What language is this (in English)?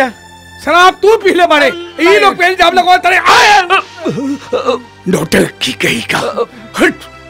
Bhojpuri